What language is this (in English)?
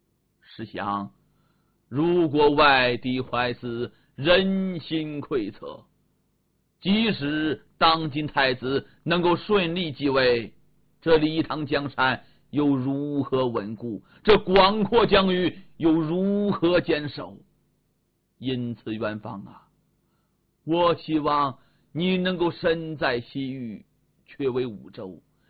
Chinese